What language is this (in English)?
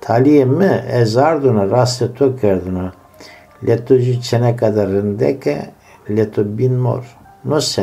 Zaza